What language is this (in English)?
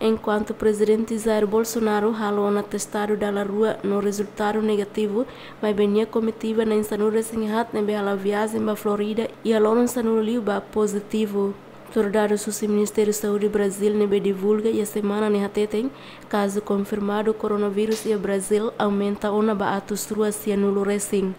Tetum